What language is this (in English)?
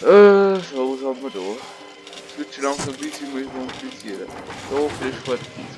Bavarian